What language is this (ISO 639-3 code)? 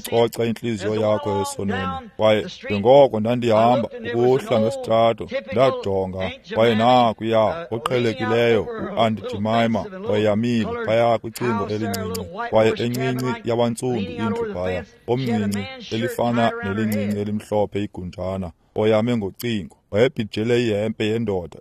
xho